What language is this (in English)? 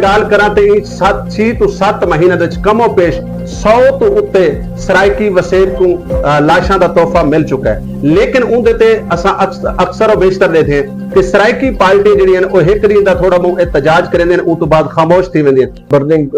Saraiki